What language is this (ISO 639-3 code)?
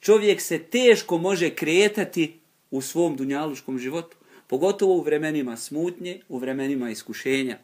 bos